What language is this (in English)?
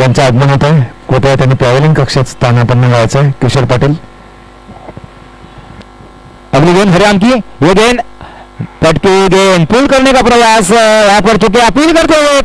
Marathi